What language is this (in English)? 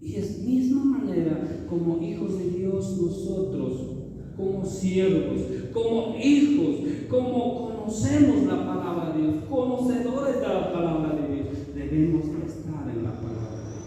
Chimborazo Highland Quichua